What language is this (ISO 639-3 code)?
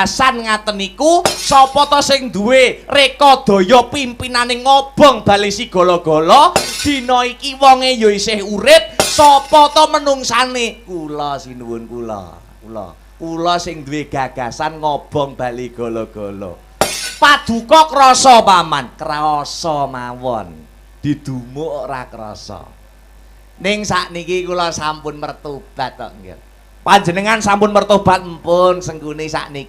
jav